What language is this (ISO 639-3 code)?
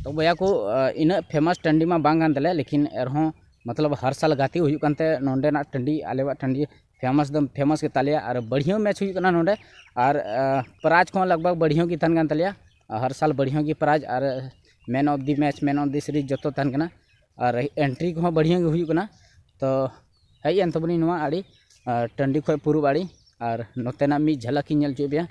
sat